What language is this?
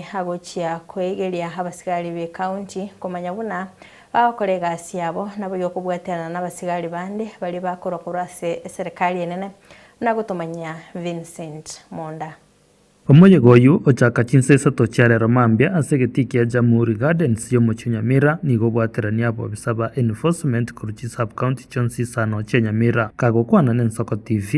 Gusii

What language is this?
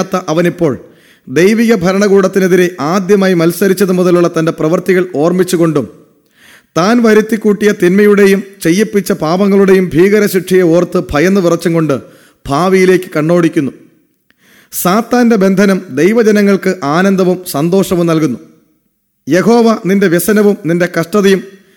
Malayalam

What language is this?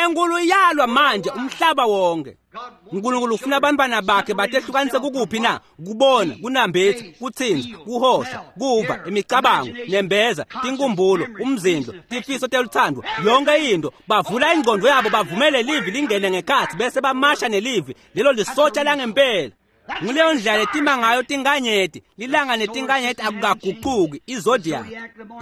Swati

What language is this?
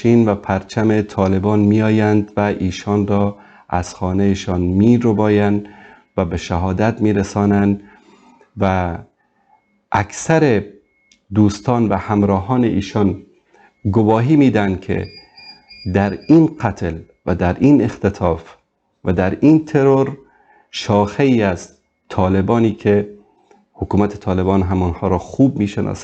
Persian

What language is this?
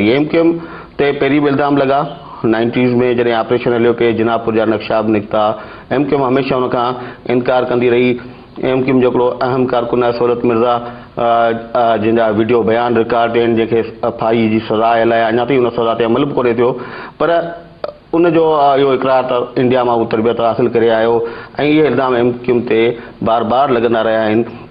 Sindhi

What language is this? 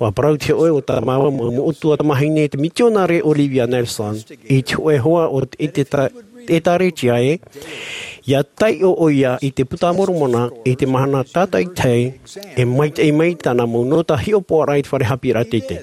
Tahitian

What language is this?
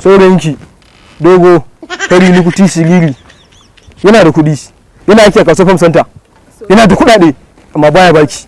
Hausa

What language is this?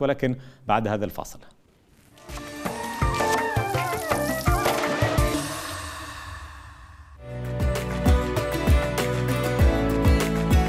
Arabic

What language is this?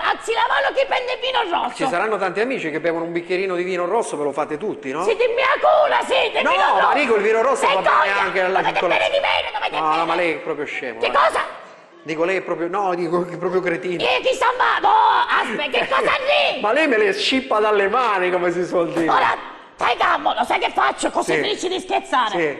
Sicilian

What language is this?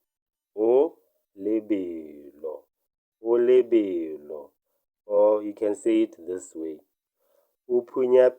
Tswana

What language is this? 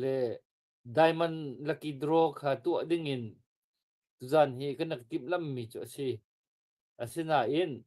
Hakha Chin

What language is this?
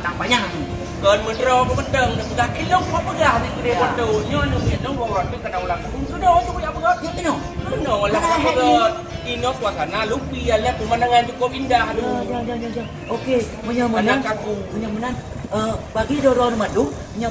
Achinese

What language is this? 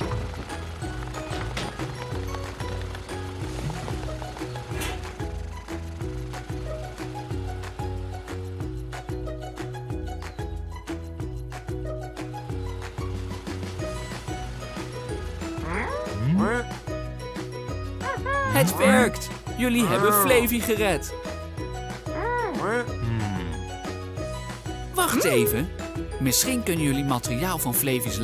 Dutch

